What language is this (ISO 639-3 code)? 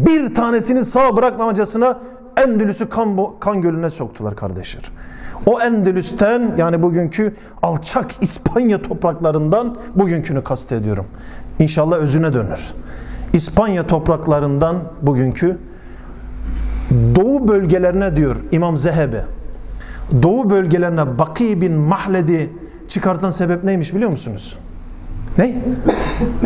tur